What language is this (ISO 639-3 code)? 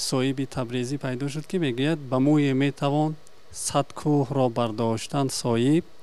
tgk